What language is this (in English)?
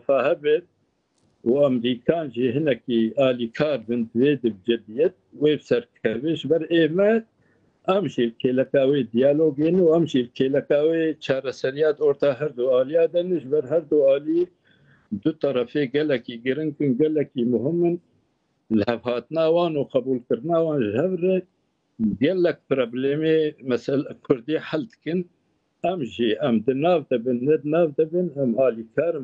Kurdish